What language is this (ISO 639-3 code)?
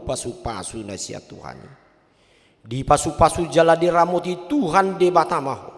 bbc